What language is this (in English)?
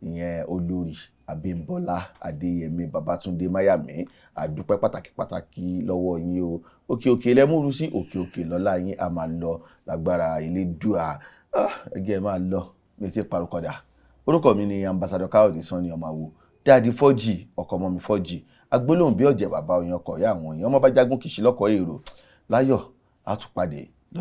Yoruba